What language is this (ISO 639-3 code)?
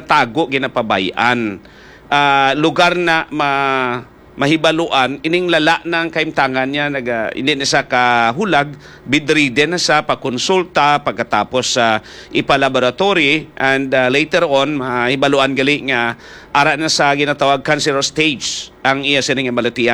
hil